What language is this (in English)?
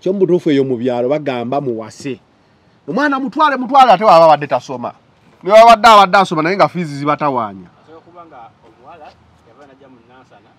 Ganda